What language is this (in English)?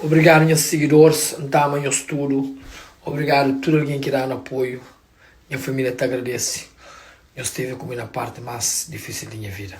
Kabuverdianu